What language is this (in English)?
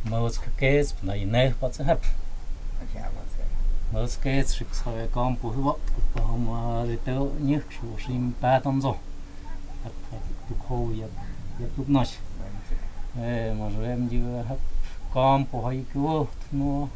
Totontepec Mixe